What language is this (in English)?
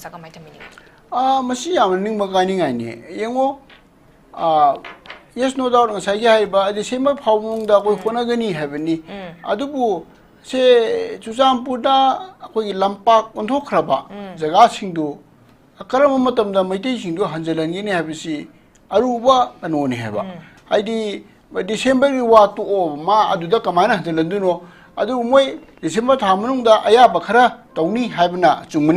Manipuri